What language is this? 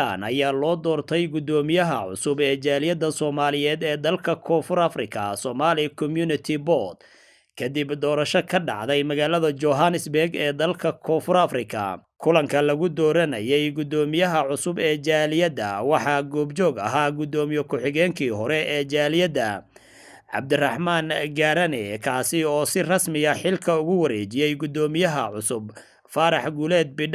Somali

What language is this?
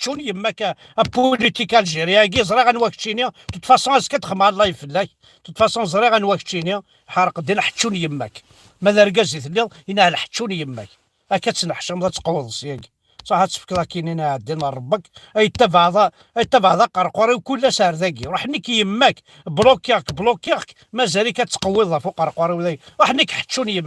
Kabyle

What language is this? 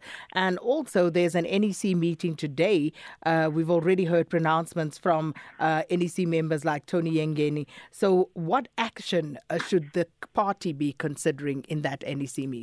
English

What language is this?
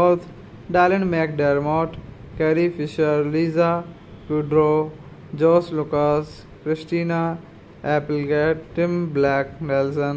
English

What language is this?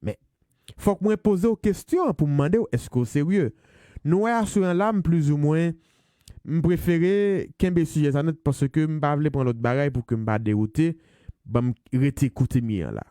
Haitian Creole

